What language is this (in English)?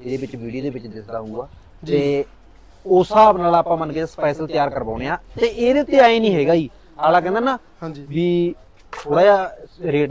Punjabi